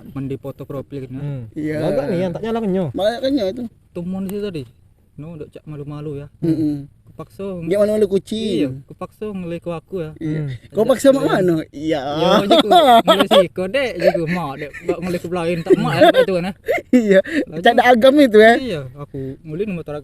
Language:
Musi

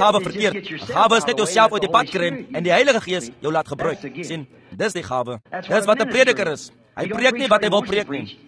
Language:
Afrikaans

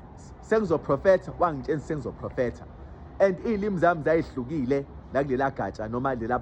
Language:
Zulu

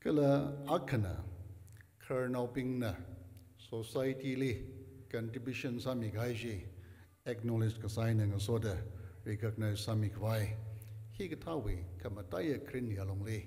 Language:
Tangkhul Naga (India)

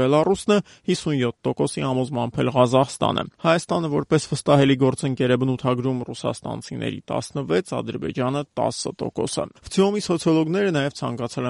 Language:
Armenian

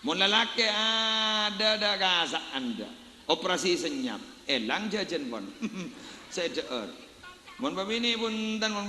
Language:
Madurese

